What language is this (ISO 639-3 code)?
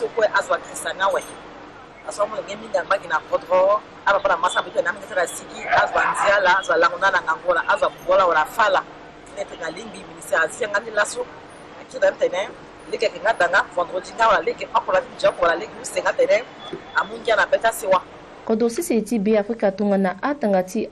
sag